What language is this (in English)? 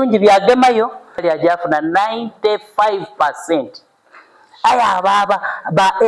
Soga